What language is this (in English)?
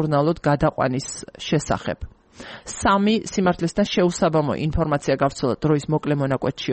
Georgian